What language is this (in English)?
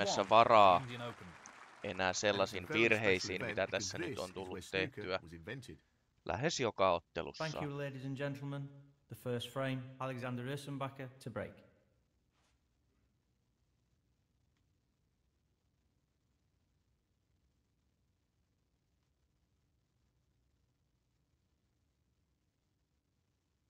Finnish